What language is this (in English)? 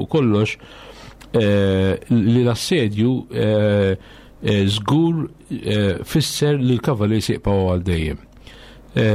Maltese